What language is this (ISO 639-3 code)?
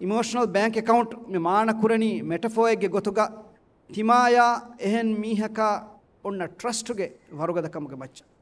div